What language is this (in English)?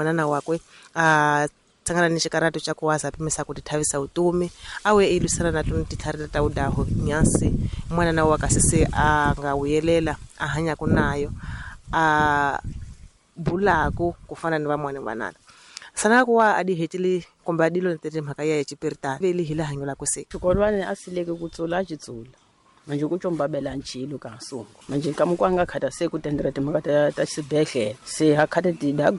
Tsonga